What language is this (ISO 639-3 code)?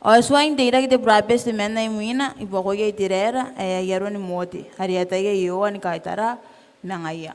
gil